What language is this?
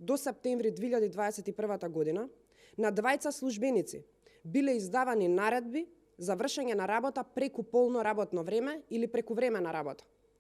Macedonian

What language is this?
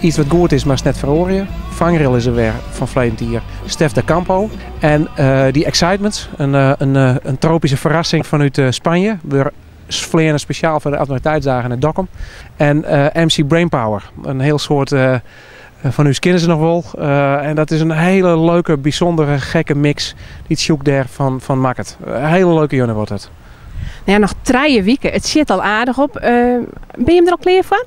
Western Frisian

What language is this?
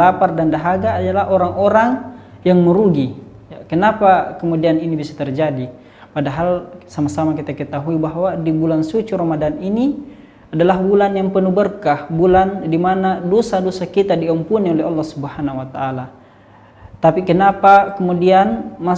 Indonesian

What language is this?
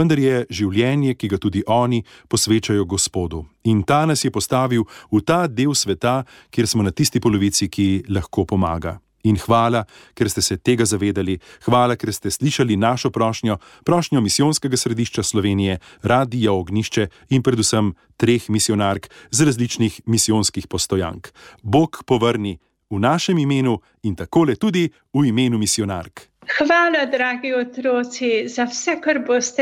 Slovenian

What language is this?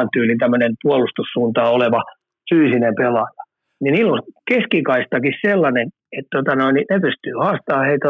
Finnish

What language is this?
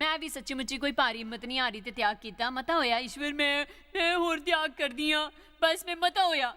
Dogri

